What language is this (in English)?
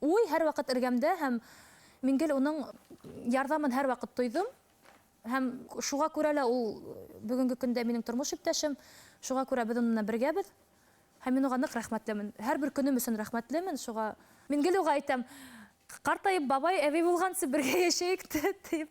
Bashkir